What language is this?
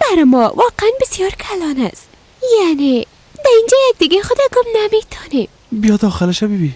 Persian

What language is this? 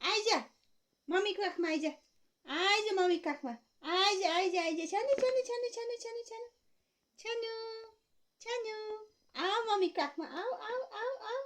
Nepali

